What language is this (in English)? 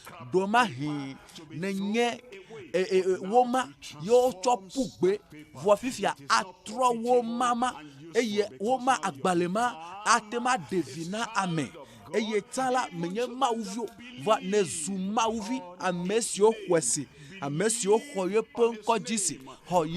Ewe